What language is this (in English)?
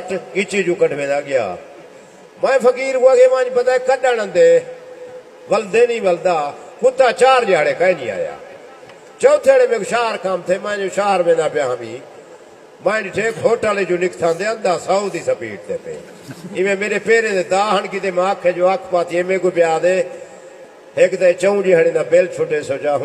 Saraiki